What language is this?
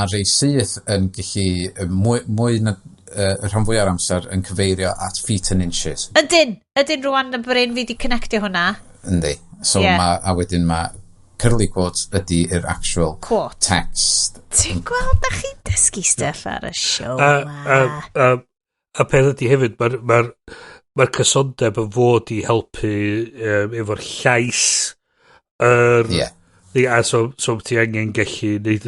Welsh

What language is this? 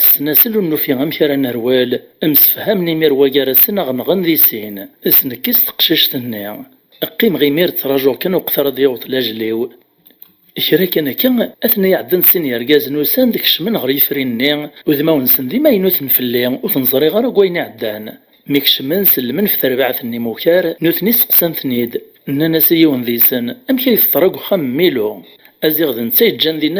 Kabyle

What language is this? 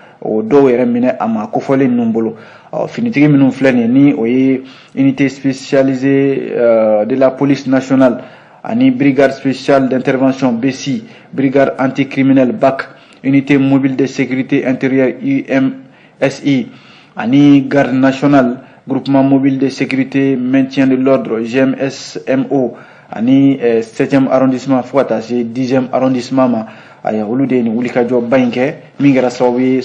Bambara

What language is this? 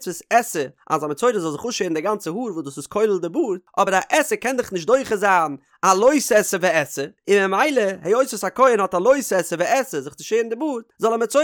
Yiddish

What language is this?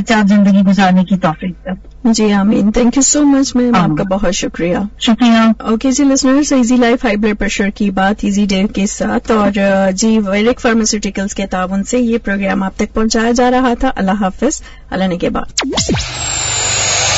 Urdu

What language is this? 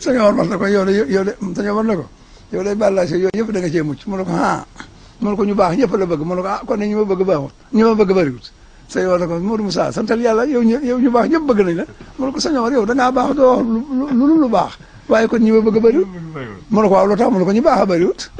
Wolof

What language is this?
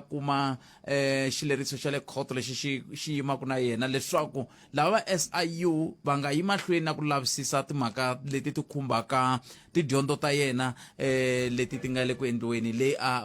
Tsonga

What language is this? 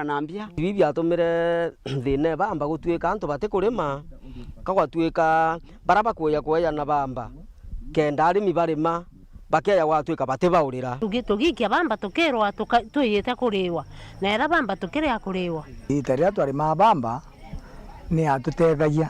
Meru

